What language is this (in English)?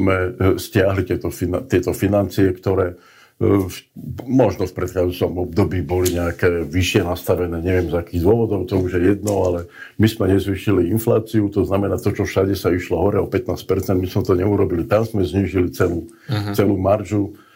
Slovak